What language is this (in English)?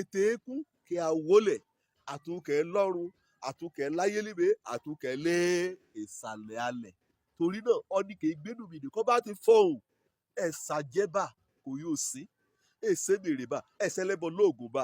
Yoruba